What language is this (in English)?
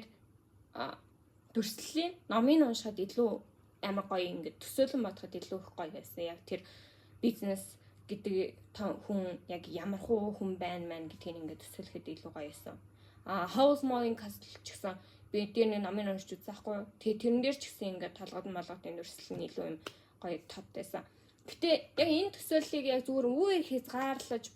Mongolian